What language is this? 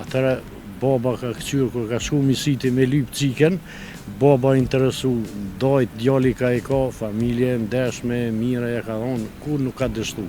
Albanian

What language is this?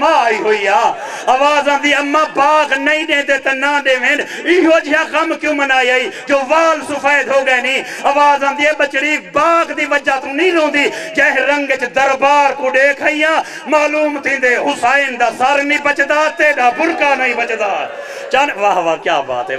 Saraiki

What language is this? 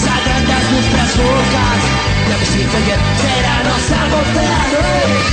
Aragonese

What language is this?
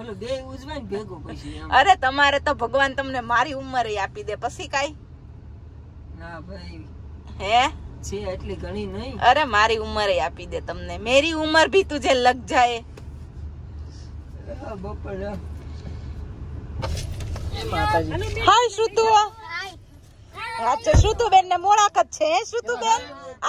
Gujarati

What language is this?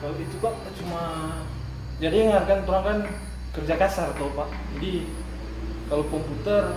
Manado Malay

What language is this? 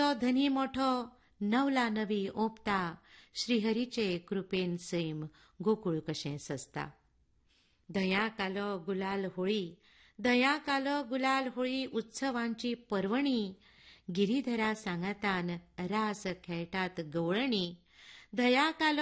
Konkani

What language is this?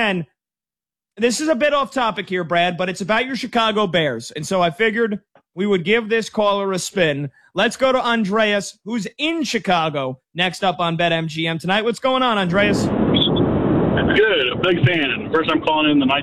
English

